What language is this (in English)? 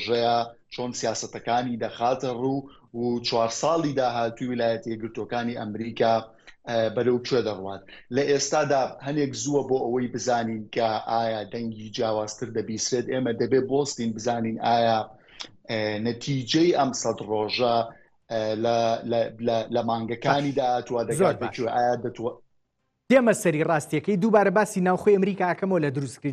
Central Kurdish